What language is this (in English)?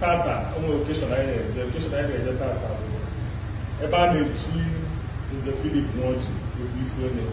Igbo